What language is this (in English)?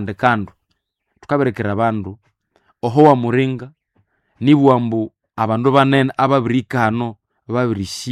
Nande